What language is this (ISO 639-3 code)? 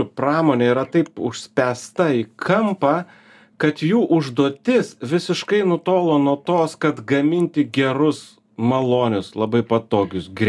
lit